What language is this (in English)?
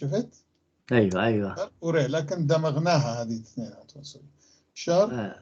North Levantine Arabic